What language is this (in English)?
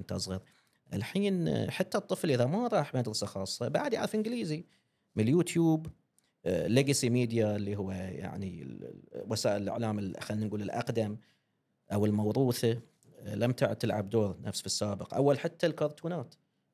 Gulf Arabic